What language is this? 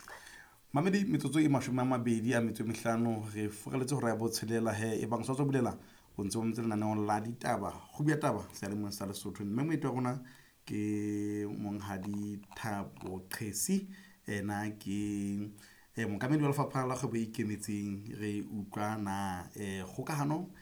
Southern Sotho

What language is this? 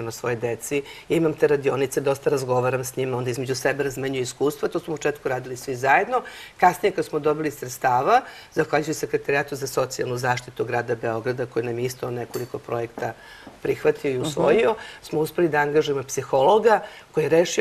Serbian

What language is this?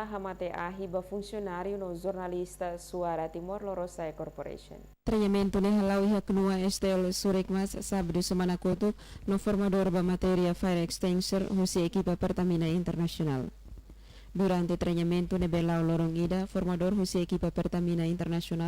Tetum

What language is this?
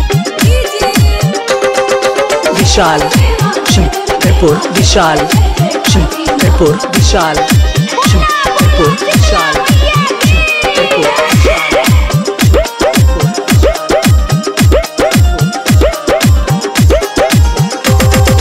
Bhojpuri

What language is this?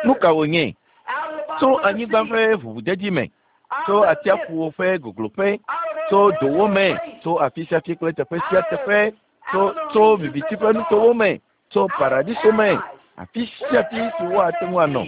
Ewe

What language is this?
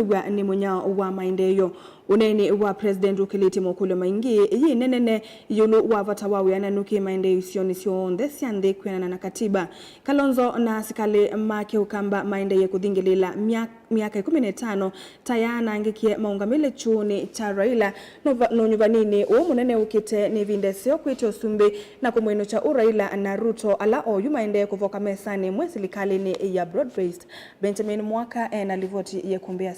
Kamba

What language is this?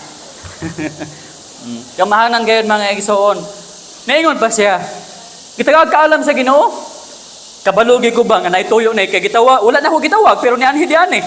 Cebuano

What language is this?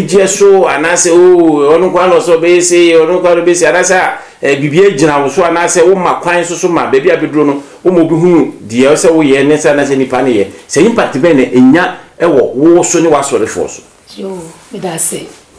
Akan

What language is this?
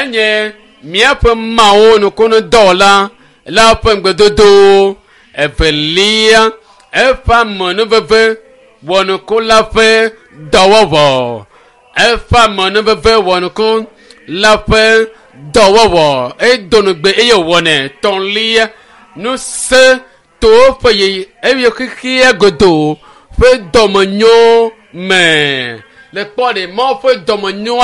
Ewe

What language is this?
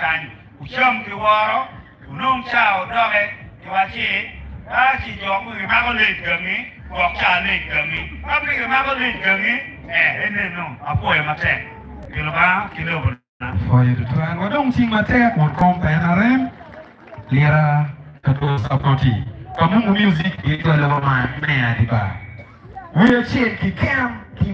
Acoli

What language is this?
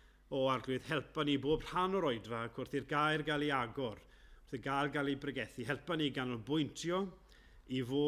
Welsh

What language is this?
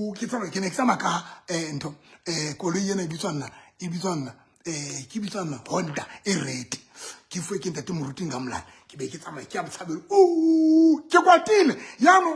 Southern Sotho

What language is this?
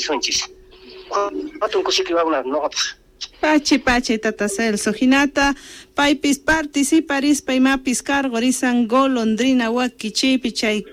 Quechua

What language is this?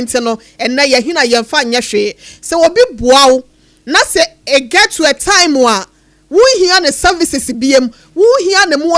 Akan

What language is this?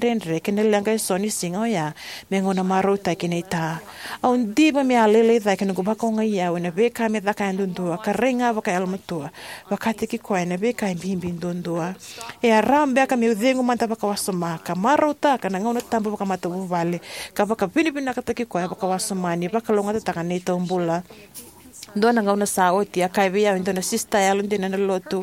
Fijian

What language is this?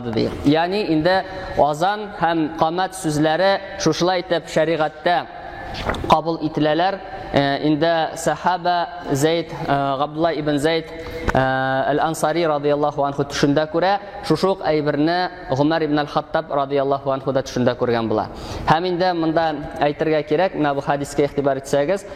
Tatar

